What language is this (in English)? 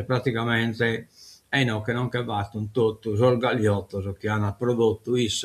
Sardinian